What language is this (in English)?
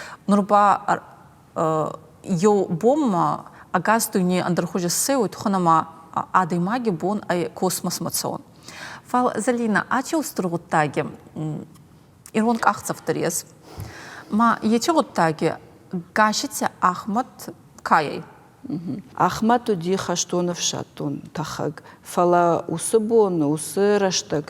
Ossetic